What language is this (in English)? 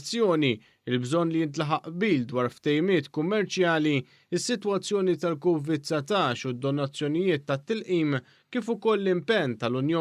Maltese